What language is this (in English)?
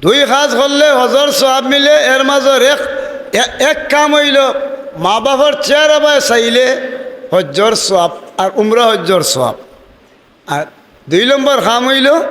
Sylheti